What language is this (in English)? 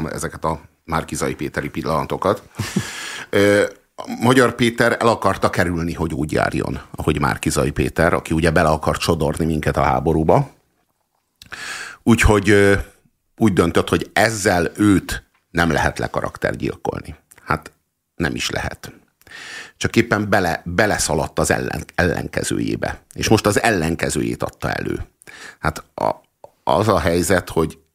Hungarian